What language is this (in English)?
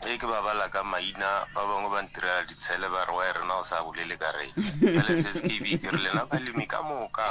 Northern Sotho